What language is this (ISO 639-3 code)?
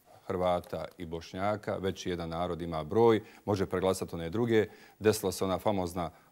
bos